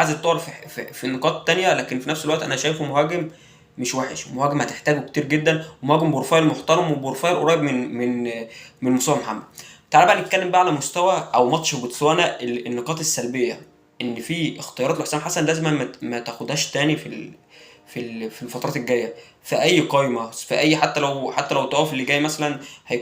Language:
Egyptian Arabic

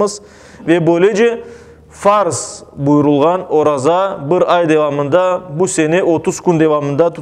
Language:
Crimean Tatar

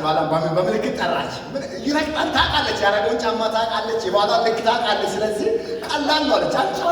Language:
Amharic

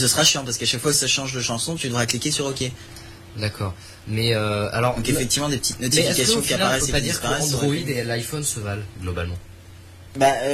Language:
French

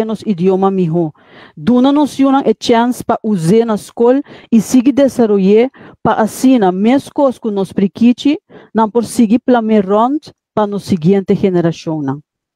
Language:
Papiamento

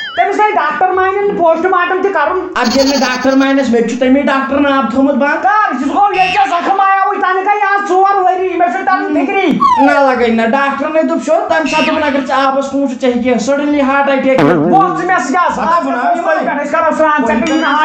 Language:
Kashmiri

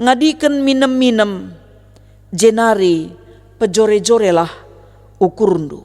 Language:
Batak Karo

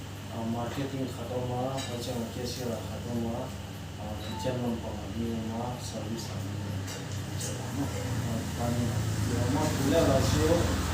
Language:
Paite Chin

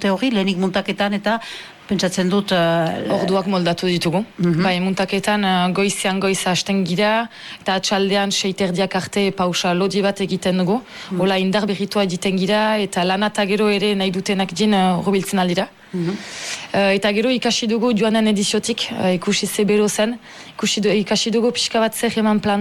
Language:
Basque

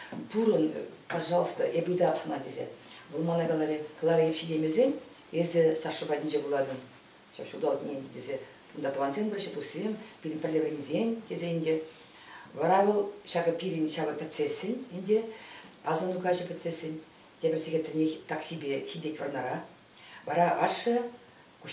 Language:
Chuvash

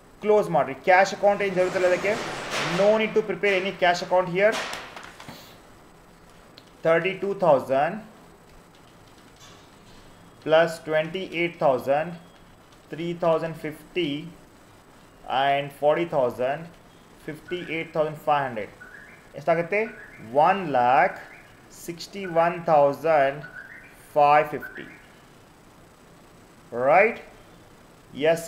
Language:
Kannada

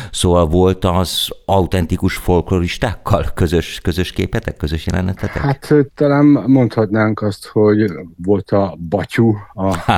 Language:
Hungarian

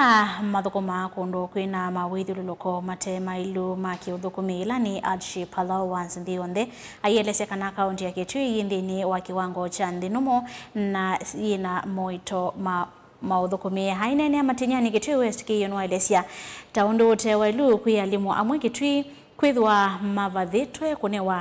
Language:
Kamba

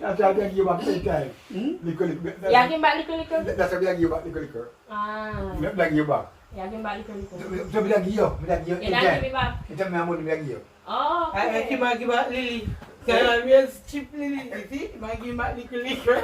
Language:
Jamaican Creole English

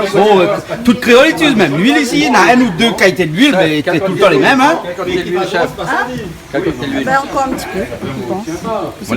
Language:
Réunion Creole French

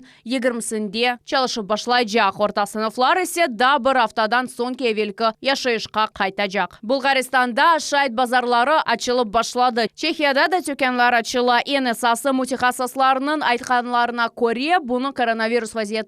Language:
Crimean Tatar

